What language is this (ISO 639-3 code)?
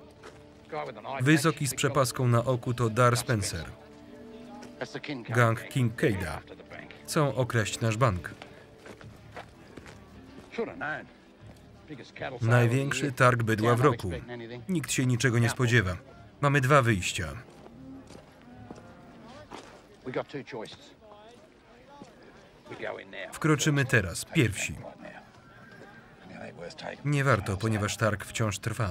pol